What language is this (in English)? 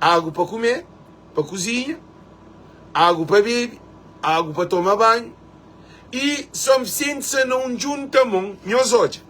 Kabuverdianu